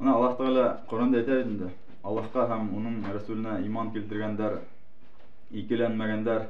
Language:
Bashkir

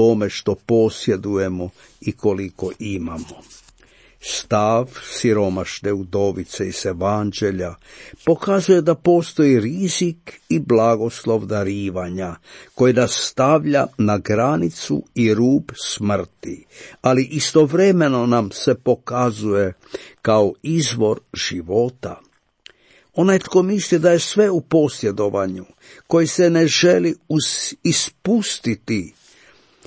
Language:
Croatian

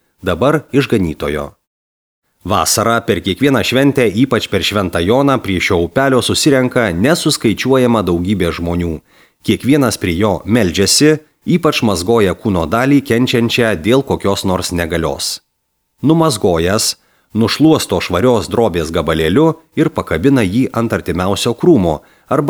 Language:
Lithuanian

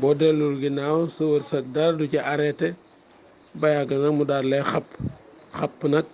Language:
Wolof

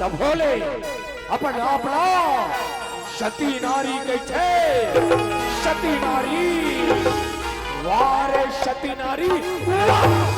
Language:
Chhattisgarhi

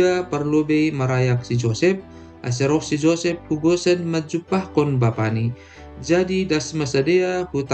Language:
Batak Simalungun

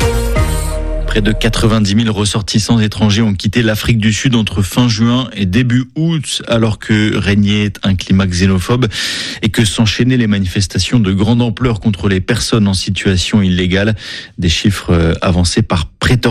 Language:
French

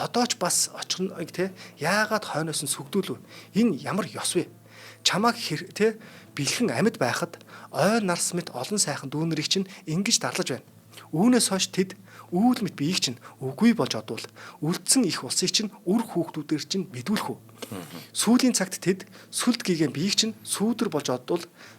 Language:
Mongolian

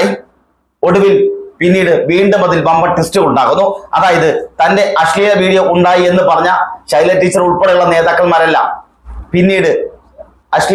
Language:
Malayalam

